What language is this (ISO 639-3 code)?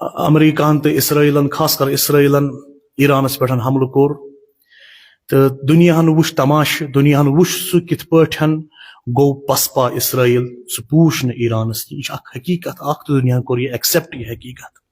kas